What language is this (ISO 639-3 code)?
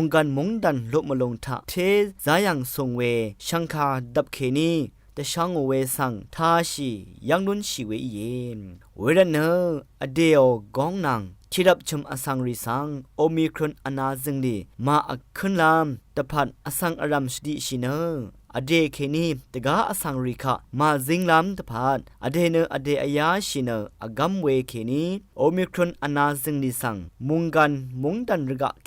raw